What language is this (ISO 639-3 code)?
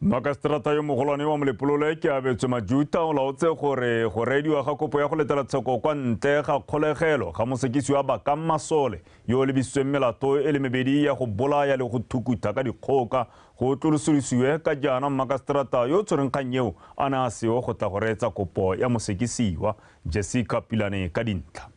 tsn